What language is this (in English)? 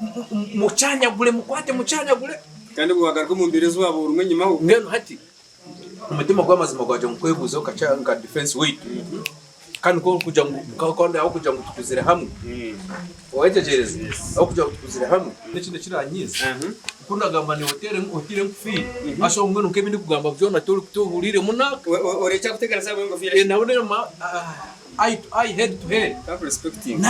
Nyankole